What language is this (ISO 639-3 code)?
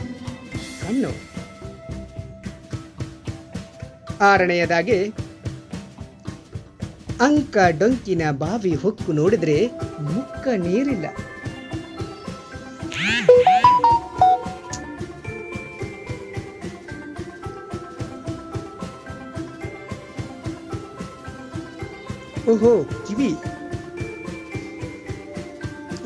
kan